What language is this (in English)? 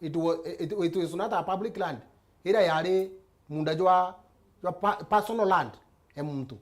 Meru